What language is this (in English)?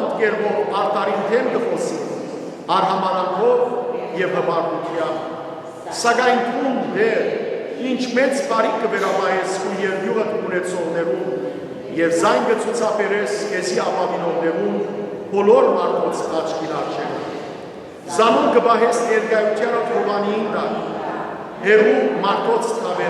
Western Armenian